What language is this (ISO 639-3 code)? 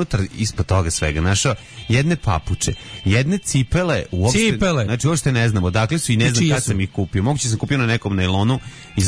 srp